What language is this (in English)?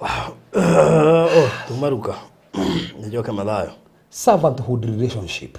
Kikuyu